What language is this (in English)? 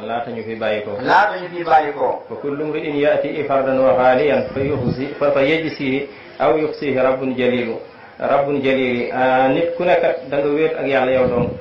Wolof